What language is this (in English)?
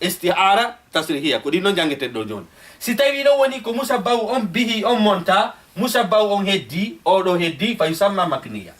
Fula